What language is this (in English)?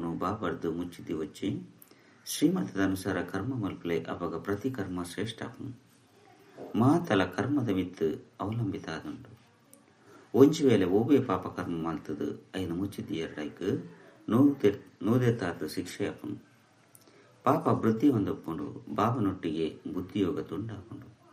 Tulu